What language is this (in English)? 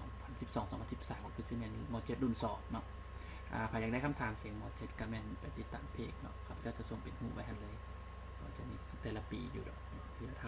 Lao